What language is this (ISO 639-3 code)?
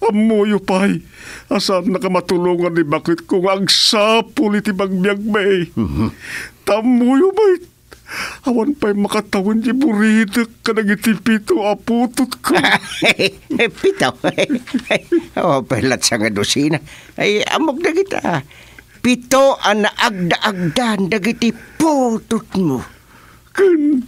ilo